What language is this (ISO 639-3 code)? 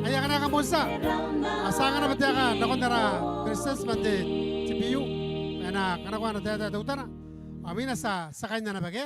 gil